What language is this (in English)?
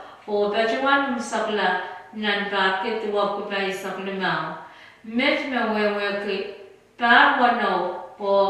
Pohnpeian